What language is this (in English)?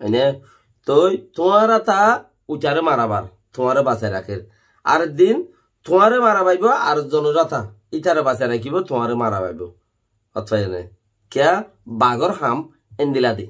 Rohingya